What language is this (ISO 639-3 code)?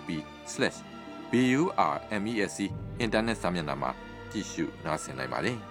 mya